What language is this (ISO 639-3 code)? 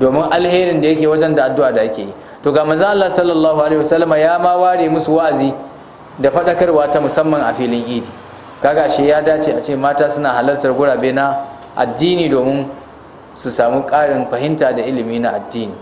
hau